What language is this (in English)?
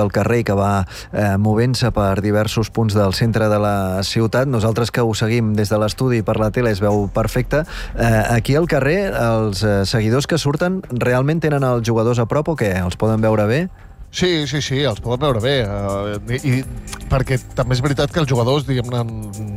Catalan